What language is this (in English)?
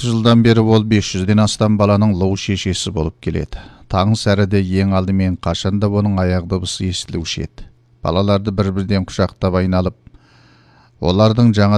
Kazakh